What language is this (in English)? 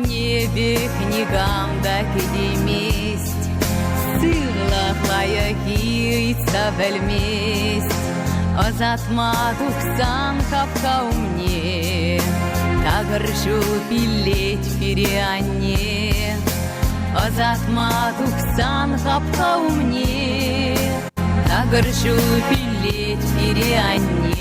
Chuvash